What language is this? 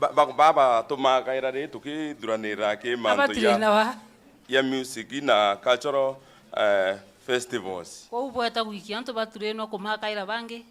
Meru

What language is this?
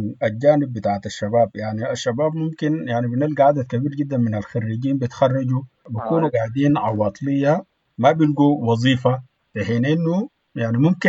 Sudanese Arabic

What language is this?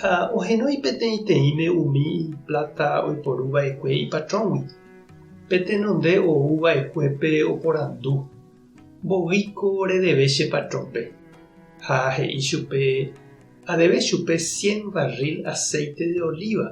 Guarani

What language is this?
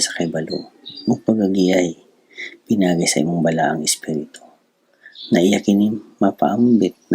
Cebuano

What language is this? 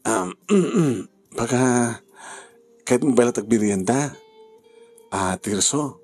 Iloko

